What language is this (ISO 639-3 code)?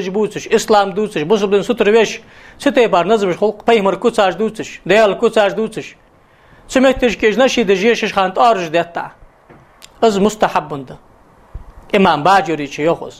inh